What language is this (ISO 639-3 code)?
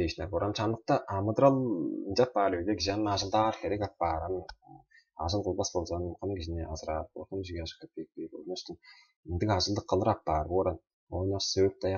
tyv